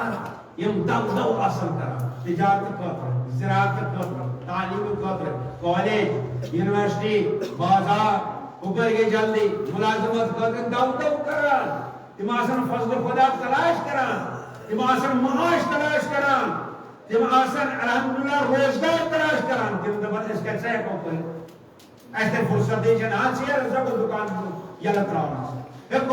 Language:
Kashmiri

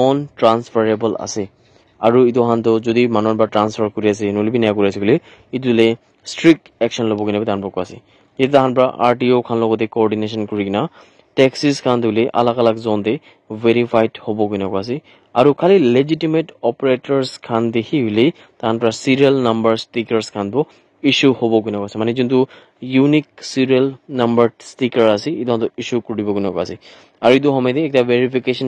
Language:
Naga Pidgin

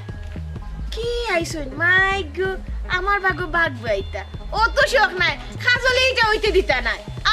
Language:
Sylheti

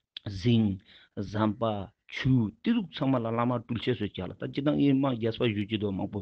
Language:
Ladakhi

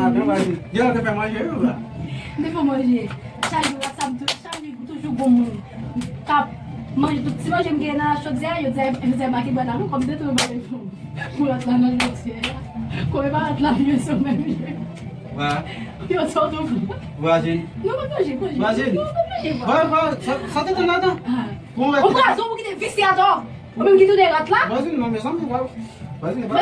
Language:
Haitian Creole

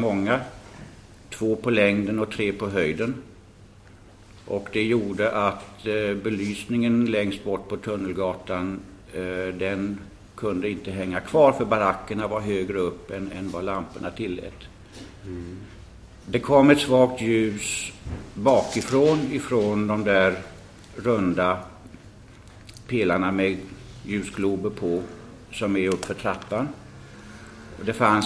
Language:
Swedish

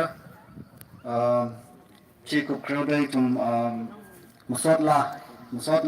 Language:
Tangkhul Naga (India)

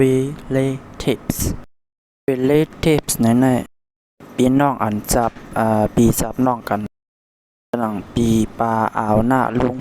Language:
Shan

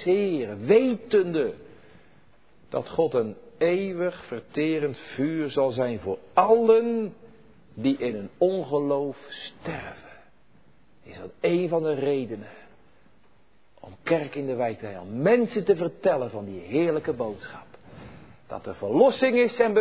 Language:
Dutch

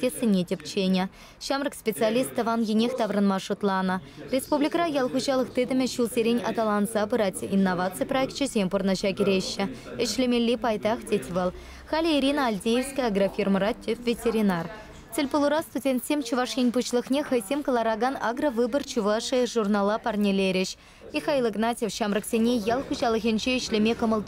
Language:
Chuvash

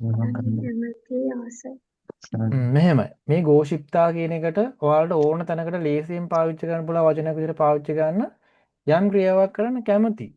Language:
Sinhala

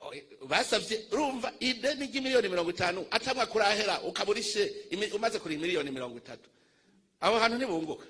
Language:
Rundi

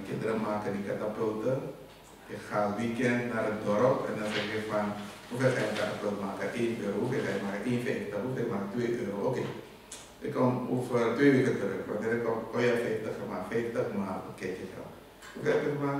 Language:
Dutch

